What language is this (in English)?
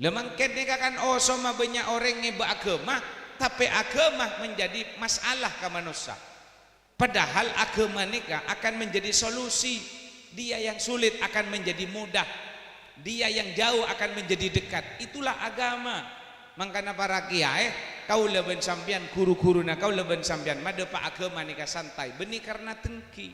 Madurese